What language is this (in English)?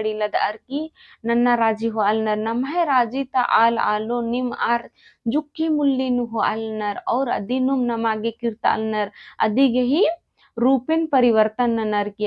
Kurukh